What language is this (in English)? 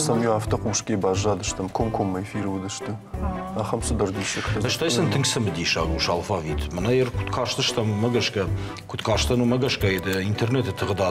Ossetic